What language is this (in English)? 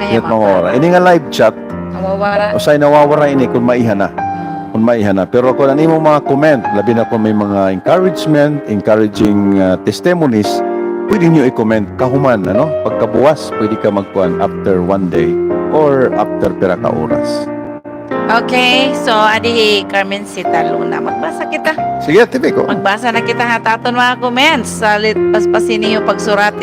Waray